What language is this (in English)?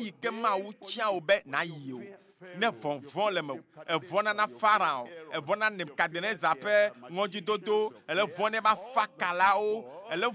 Ewe